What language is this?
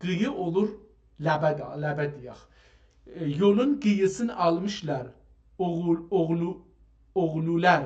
South Azerbaijani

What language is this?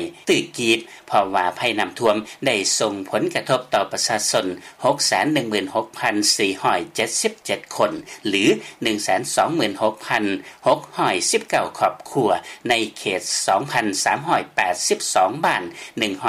Lao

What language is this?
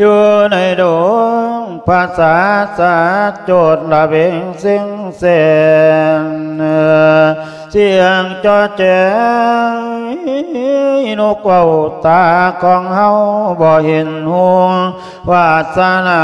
Lao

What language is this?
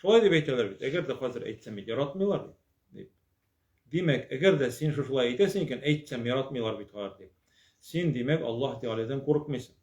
Tatar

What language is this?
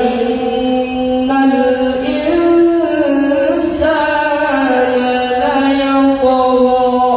Maranao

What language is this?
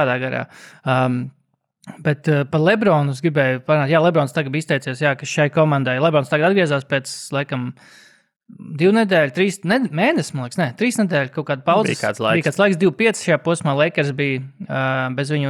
Latvian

